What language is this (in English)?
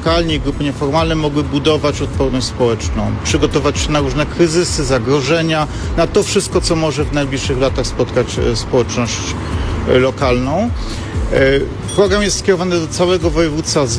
Polish